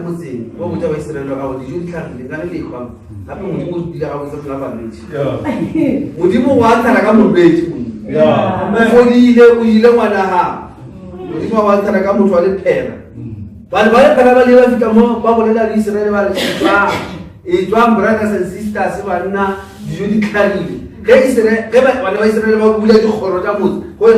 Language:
Northern Sotho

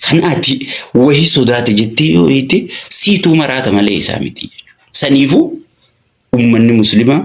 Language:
Oromo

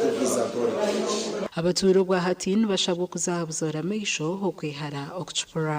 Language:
Nyankole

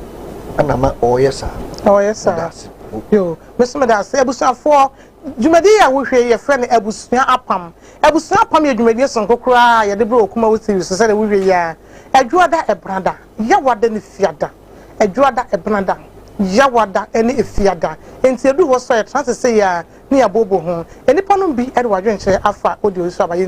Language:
Akan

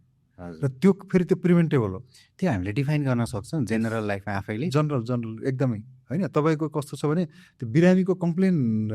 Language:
Nepali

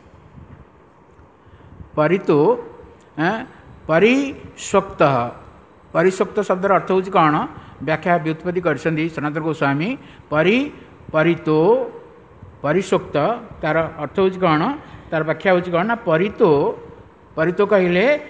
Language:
Odia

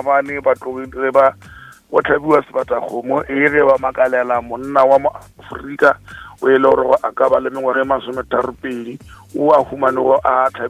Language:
Northern Sotho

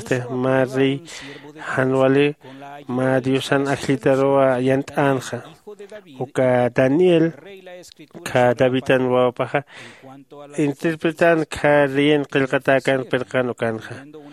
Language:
Aymara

